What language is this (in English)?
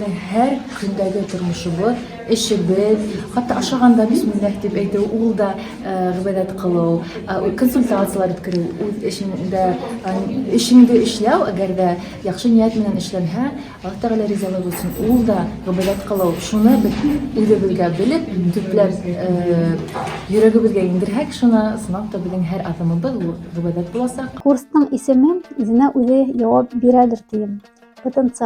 Bashkir